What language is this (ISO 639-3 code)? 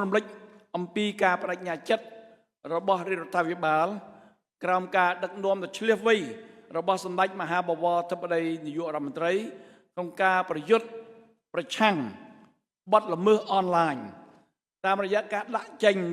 khm